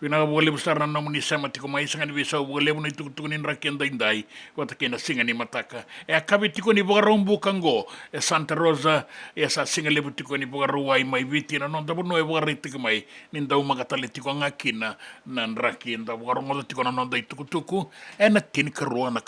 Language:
Fijian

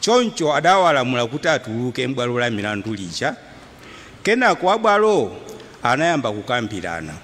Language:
Nyanja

